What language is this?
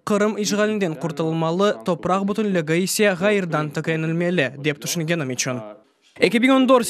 Crimean Tatar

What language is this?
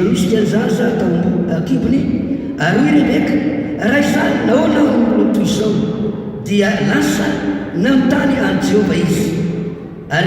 Malagasy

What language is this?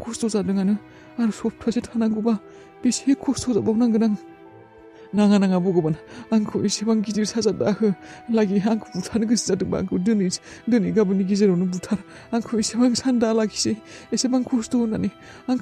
Bodo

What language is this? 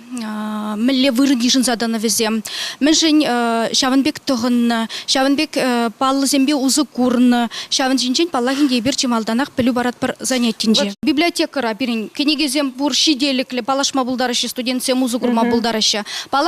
Chuvash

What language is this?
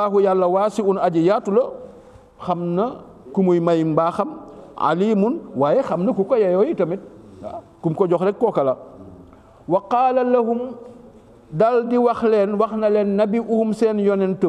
Wolof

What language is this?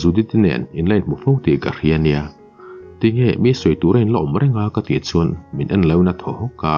Mizo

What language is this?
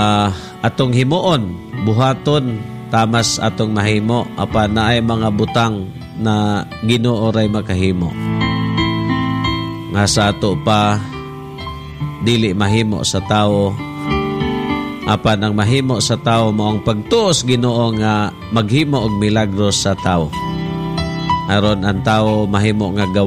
Cebuano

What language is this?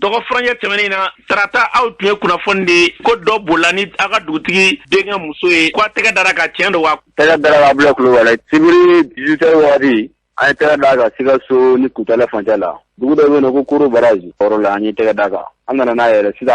Bambara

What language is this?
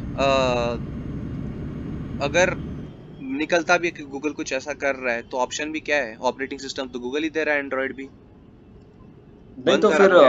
Hindi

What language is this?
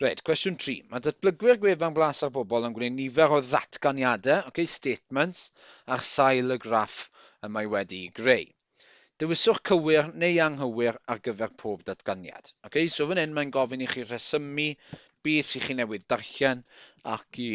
Welsh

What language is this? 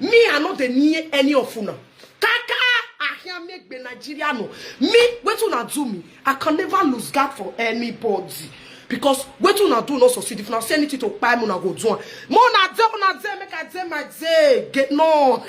Nigerian Pidgin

